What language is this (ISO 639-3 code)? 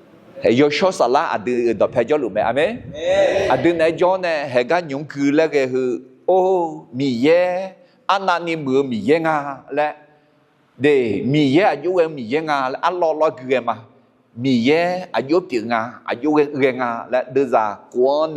ahk